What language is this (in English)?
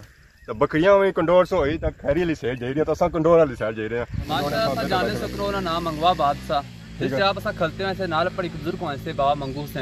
Pahari-Potwari